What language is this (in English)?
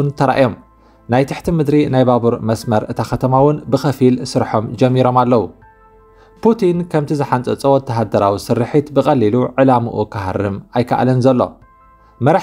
Tigrinya